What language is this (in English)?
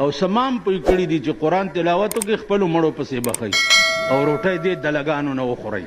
Pashto